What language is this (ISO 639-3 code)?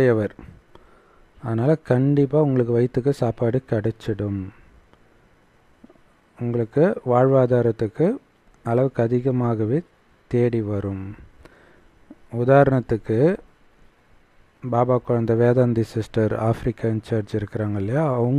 tam